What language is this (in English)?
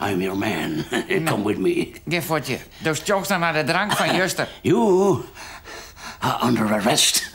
Western Frisian